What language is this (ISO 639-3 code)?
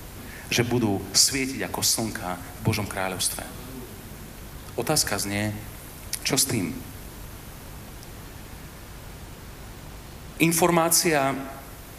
slk